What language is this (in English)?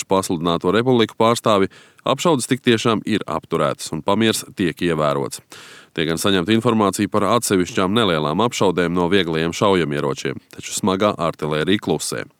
Latvian